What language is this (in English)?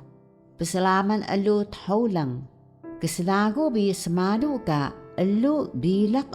Taroko